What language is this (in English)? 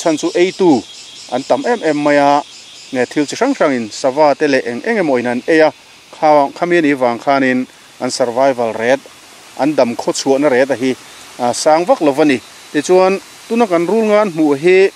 Mizo